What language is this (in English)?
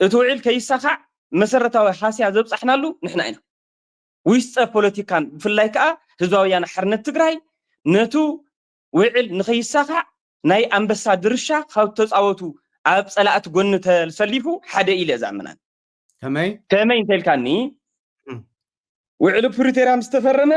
Tigrinya